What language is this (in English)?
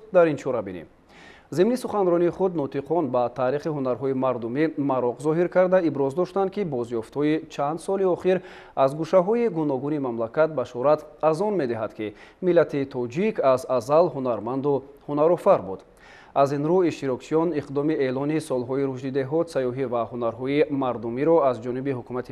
Tajik